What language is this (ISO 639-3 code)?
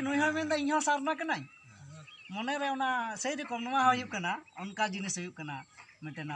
sat